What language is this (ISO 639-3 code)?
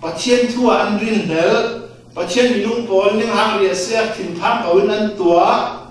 cfm